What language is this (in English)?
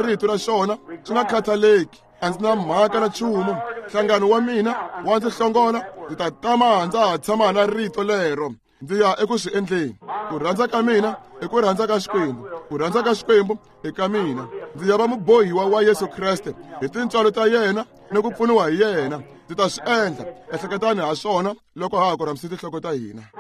Tsonga